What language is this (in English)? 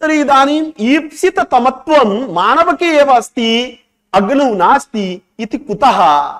Sanskrit